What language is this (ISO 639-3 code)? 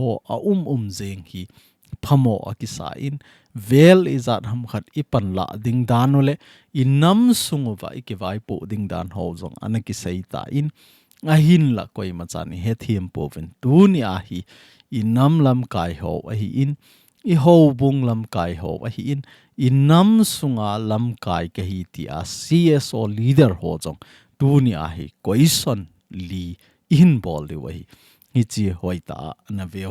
tcz